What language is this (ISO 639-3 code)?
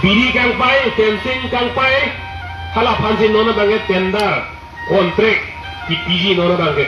mjw